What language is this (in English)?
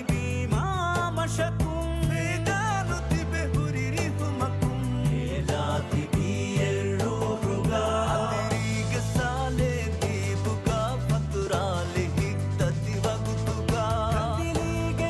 Divehi